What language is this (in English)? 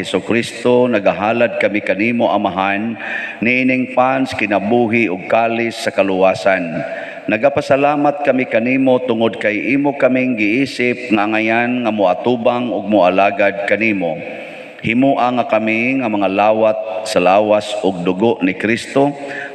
Cebuano